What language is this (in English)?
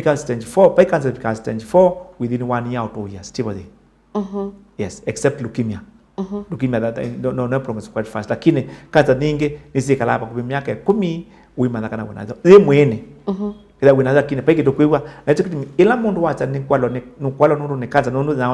Kamba